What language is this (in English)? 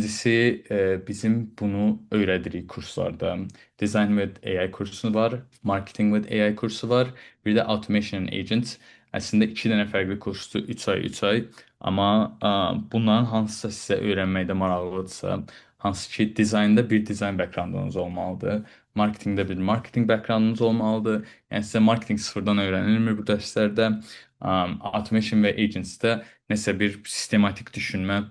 Azerbaijani